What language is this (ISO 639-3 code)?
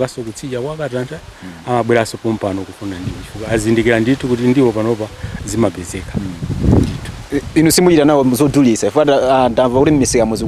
nya